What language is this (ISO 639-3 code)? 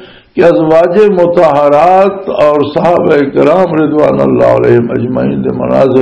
lah